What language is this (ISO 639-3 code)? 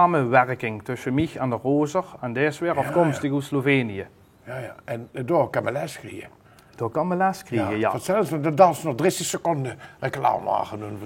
lim